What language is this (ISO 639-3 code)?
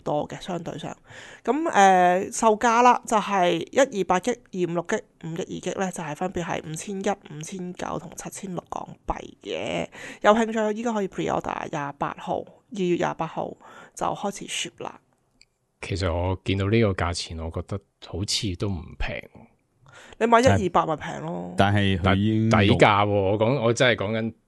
yue